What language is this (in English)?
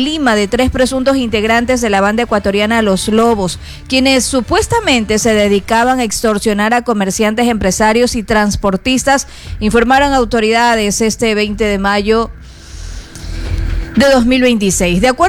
Spanish